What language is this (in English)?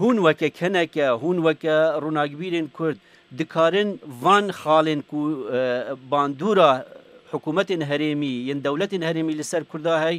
Kurdish